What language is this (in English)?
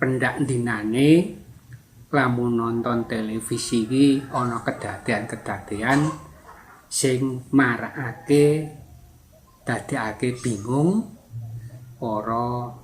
Javanese